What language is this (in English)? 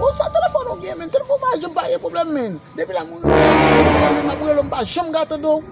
Haitian Creole